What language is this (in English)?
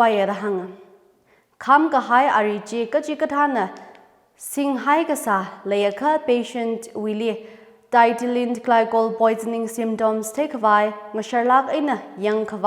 Tangkhul Naga (India)